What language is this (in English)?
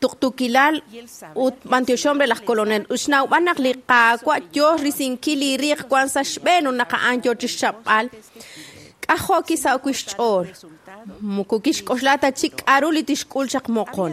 Kekchí